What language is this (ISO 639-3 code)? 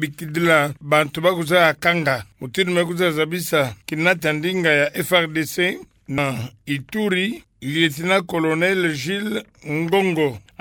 ktu